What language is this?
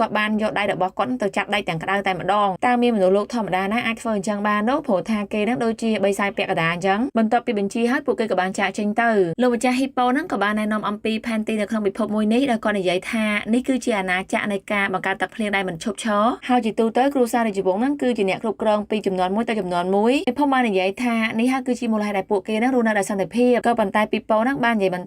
Khmer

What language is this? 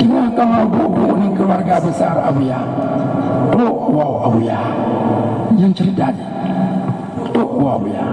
Achinese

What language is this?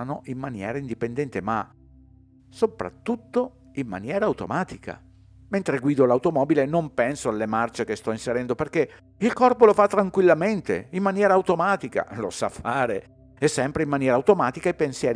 Italian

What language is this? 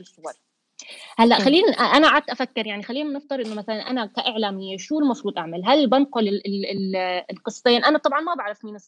North Levantine Arabic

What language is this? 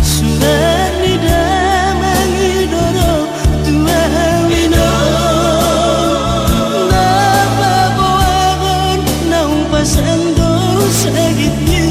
Batak Toba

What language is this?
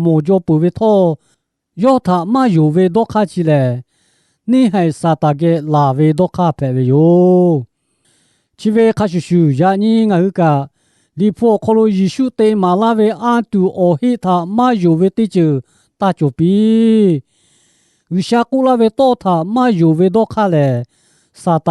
Lahu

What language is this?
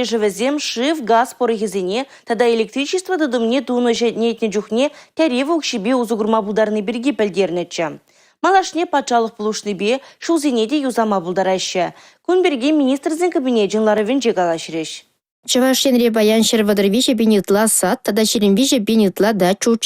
Chuvash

